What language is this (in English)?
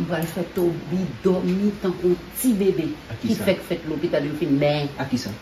Haitian Creole